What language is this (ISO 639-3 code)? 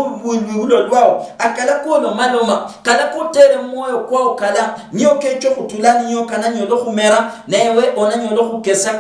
luy